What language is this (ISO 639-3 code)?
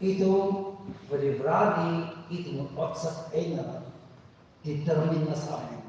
nmf